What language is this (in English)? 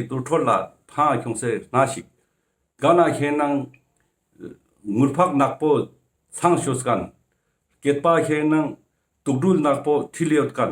Ladakhi